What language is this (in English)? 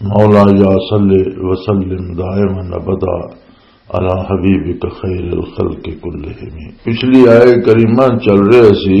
Western Panjabi